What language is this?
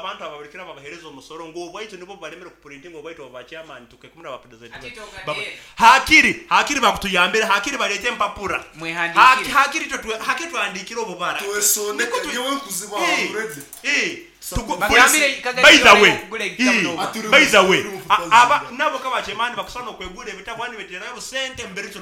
Nyoro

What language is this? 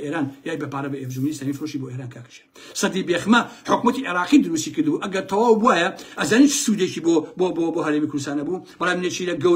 Central Kurdish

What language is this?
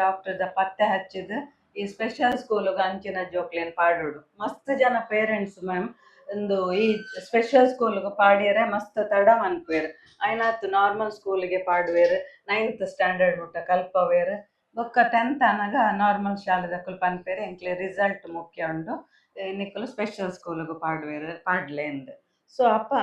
Tulu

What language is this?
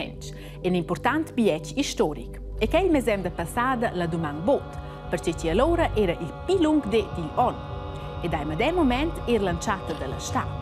Romansh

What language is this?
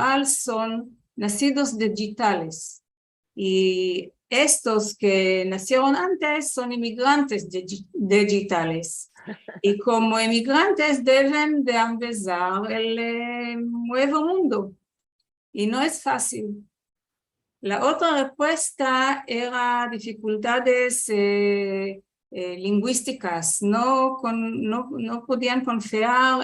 Ladino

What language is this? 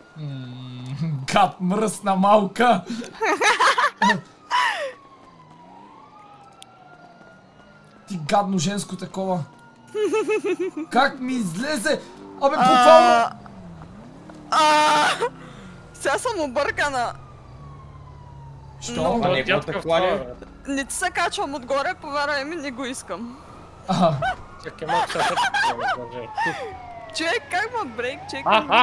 Bulgarian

